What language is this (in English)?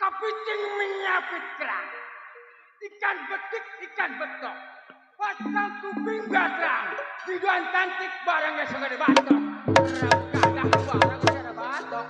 Betawi